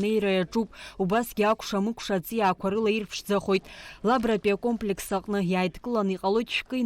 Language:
Abkhazian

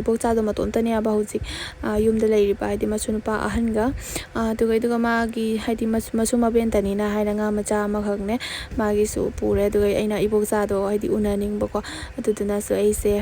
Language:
Manipuri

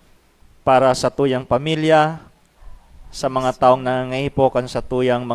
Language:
Bikol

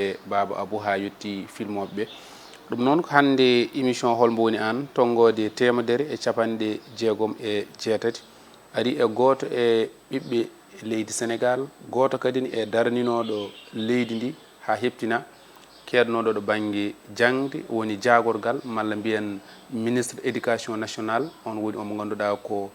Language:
Fula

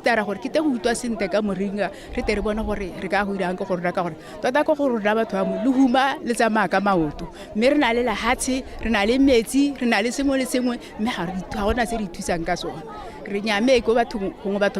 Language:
Tswana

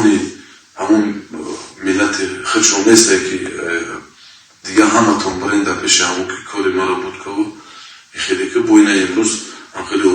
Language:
Tajik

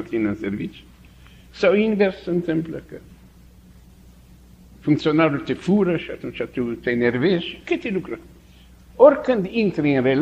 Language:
Romanian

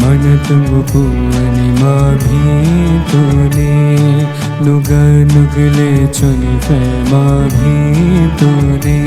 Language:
Newari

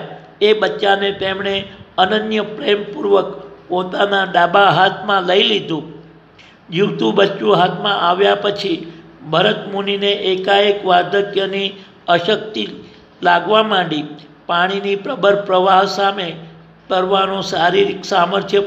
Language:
Gujarati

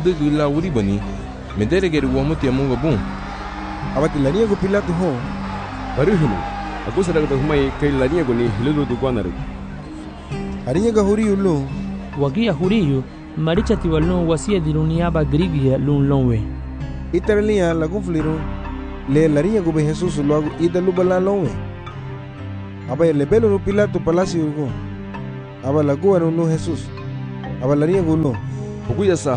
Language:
Garifuna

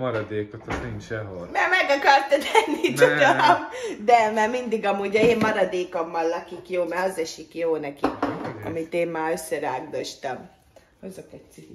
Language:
Hungarian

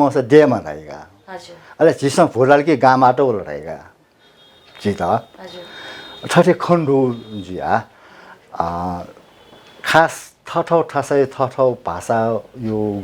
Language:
Newari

